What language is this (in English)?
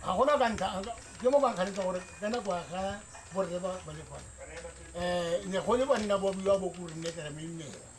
Tswana